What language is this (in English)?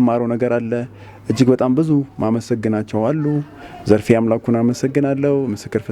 Amharic